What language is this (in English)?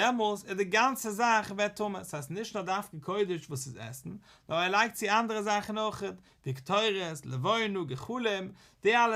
Yiddish